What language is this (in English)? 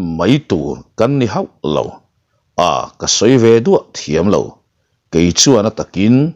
Mizo